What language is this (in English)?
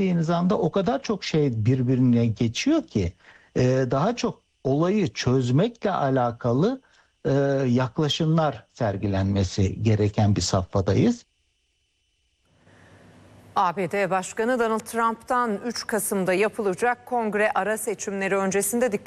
Turkish